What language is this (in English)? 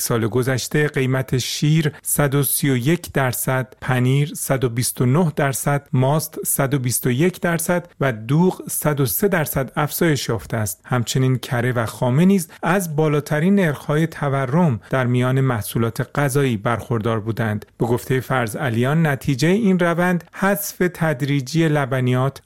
Persian